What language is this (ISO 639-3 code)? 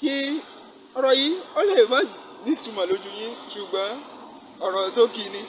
yor